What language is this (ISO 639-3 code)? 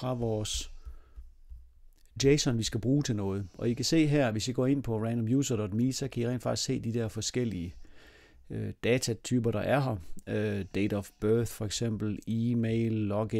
dan